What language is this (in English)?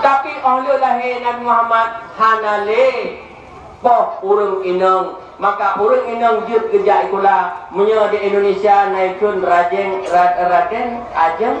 Achinese